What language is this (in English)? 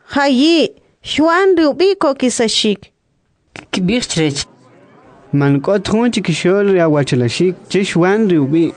Kʼicheʼ